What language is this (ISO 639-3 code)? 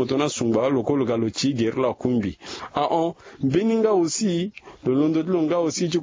sag